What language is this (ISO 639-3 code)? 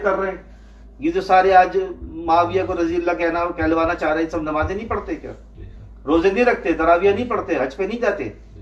urd